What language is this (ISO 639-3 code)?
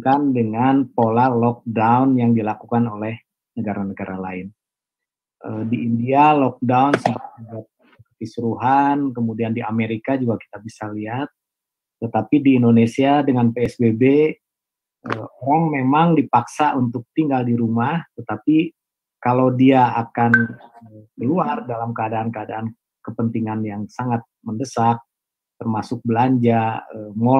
ind